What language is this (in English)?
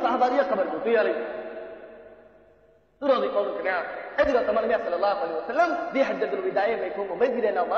Burmese